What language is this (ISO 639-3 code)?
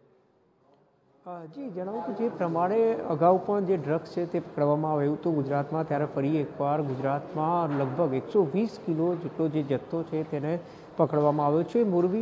guj